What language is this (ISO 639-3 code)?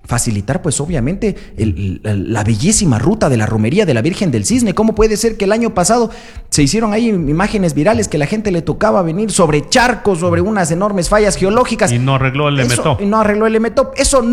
spa